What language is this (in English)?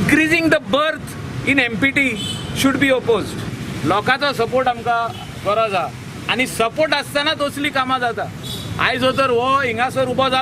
Konkani